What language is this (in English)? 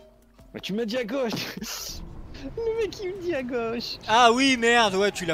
French